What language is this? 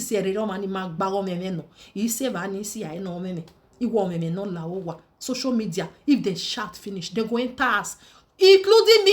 Nigerian Pidgin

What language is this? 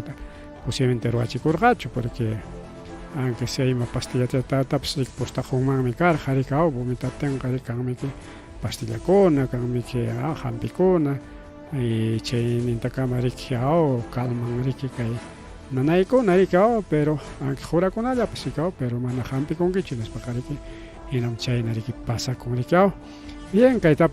Ayacucho Quechua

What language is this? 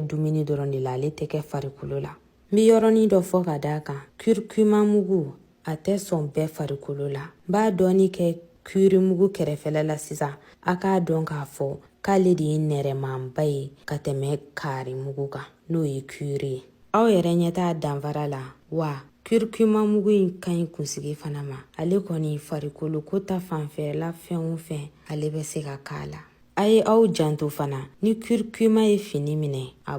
Bambara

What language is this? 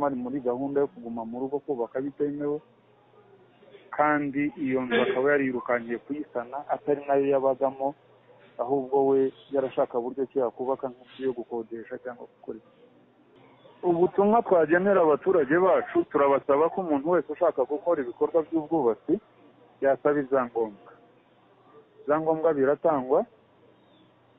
Kinyarwanda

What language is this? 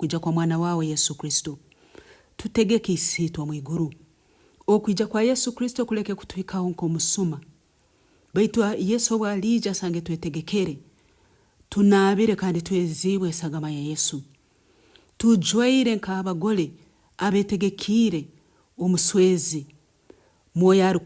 Nyoro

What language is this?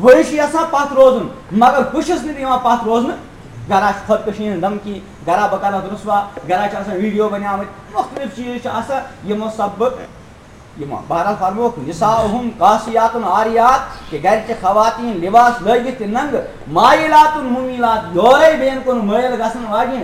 Kashmiri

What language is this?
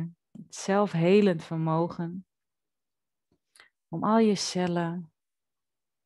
Dutch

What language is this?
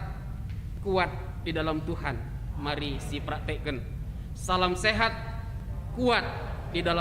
Batak Karo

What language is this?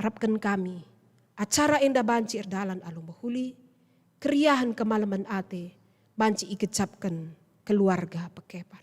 Batak Karo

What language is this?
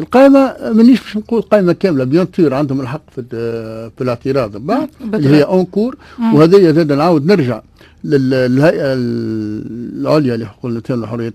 Tunisian Arabic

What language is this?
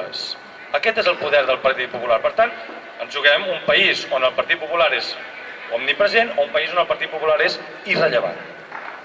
Catalan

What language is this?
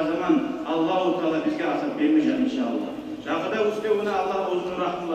Kumyk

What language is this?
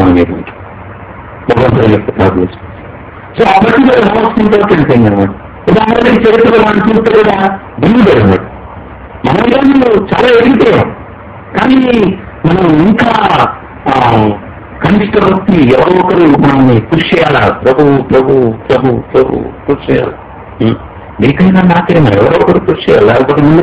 Telugu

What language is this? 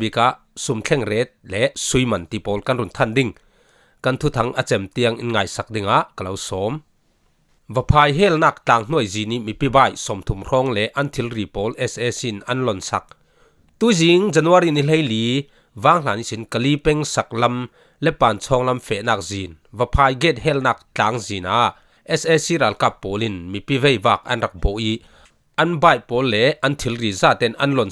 Falam Chin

